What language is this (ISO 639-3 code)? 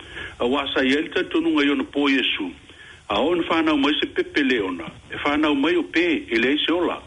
smo